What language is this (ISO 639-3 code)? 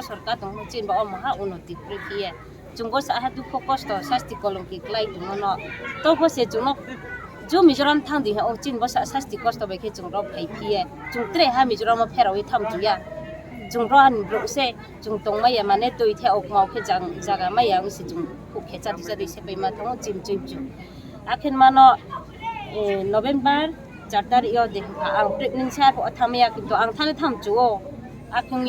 ria